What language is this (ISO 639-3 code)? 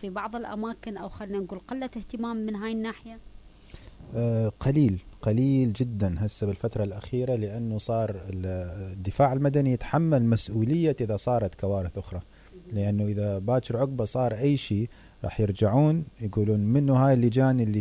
acm